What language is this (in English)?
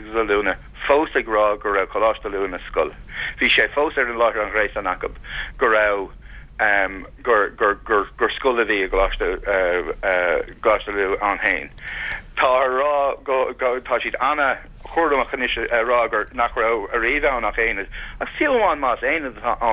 Irish